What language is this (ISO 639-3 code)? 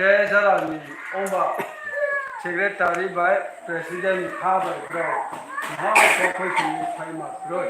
ria